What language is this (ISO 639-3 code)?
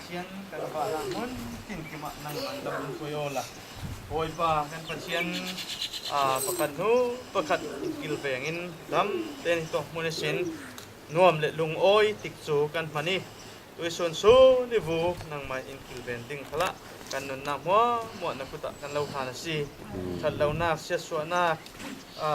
cfm